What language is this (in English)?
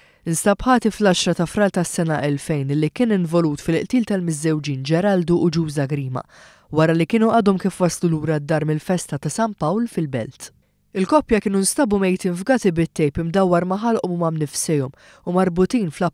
Maltese